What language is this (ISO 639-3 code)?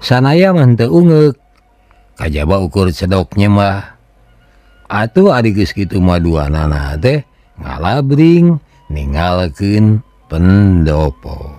sun